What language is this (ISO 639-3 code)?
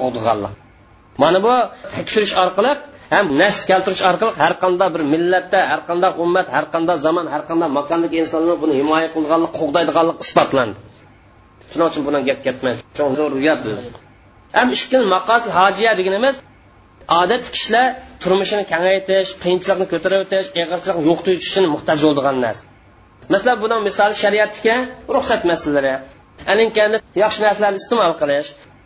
uig